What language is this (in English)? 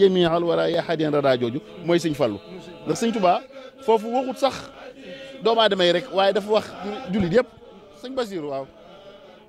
Wolof